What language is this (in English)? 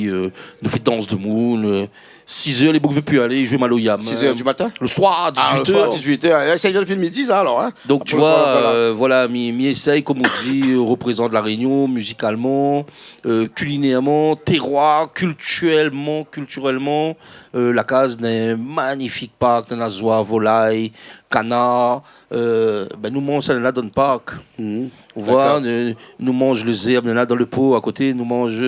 Réunion Creole French